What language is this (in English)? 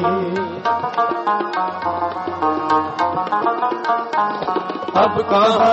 Punjabi